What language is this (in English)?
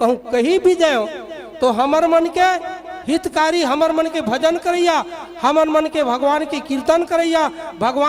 Chhattisgarhi